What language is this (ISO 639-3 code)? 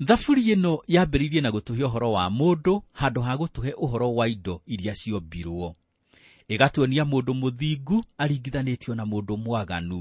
kik